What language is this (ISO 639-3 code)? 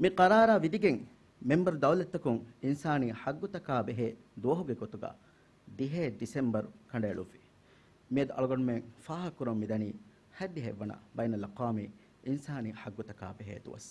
div